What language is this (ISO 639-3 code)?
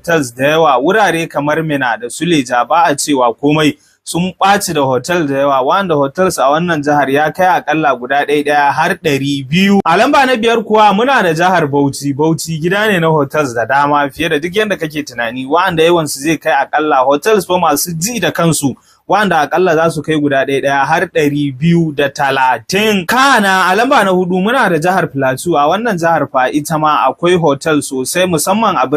hau